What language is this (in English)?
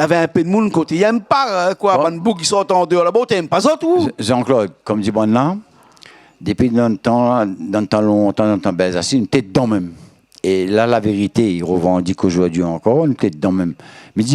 Réunion Creole French